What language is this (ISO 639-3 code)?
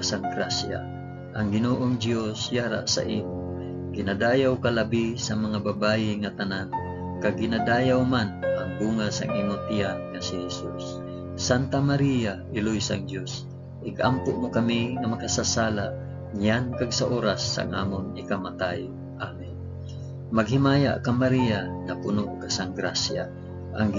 hil